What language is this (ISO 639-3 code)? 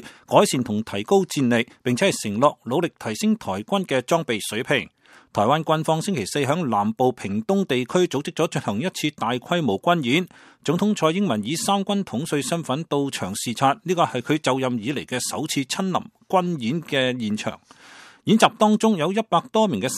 yue